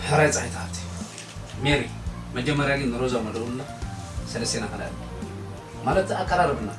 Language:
Tigrinya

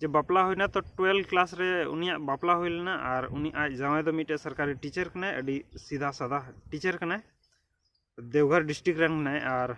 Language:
Santali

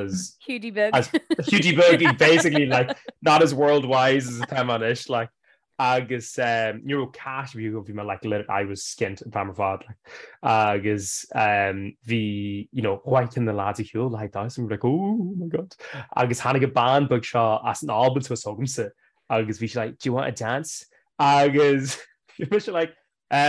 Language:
Irish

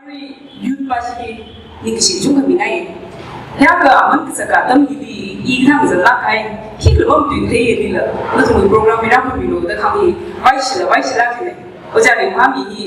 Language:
Tangkhul Naga (India)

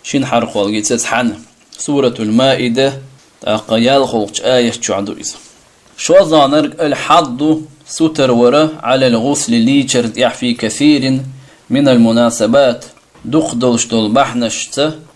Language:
Chechen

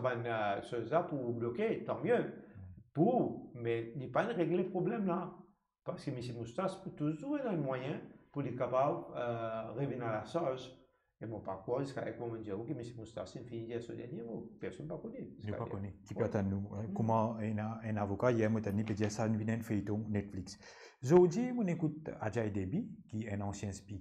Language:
Morisyen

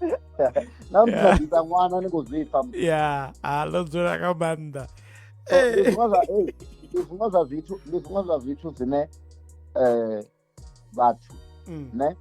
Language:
Venda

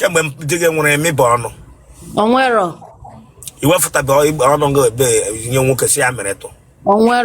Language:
Igbo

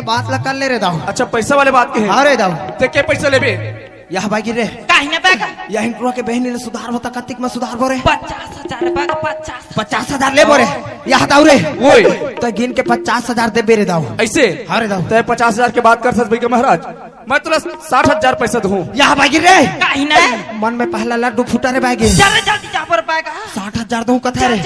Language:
Chhattisgarhi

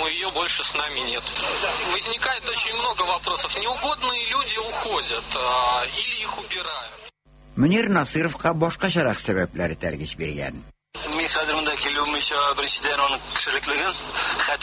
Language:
Tatar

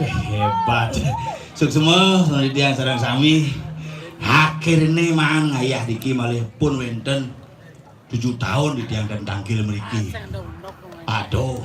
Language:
Balinese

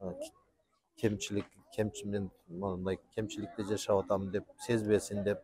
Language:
Kyrgyz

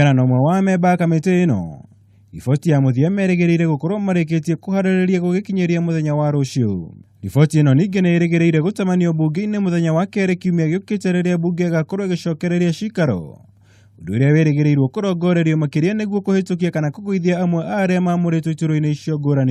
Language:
Kikuyu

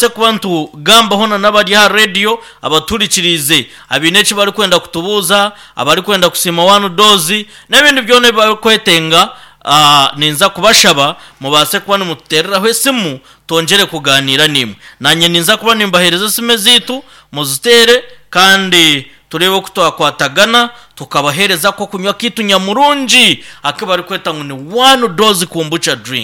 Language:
Nyankole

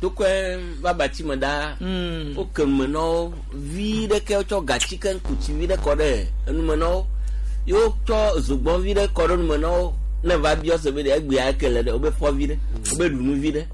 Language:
Gen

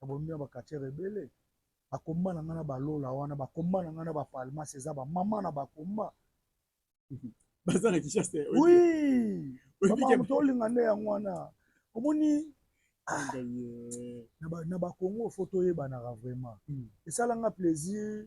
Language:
Lingala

